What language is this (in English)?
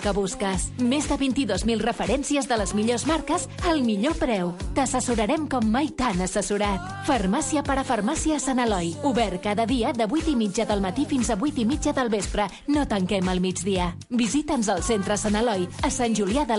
Catalan